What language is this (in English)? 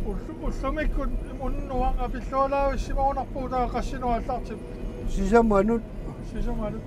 Kalaallisut